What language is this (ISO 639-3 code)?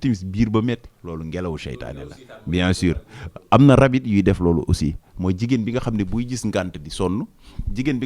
wol